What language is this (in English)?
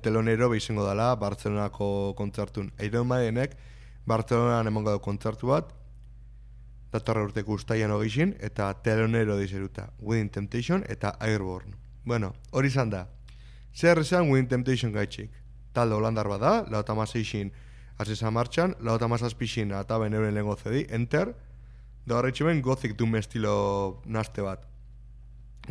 Basque